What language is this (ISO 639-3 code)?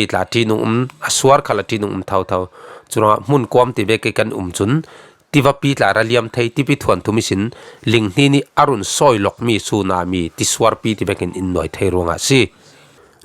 cfm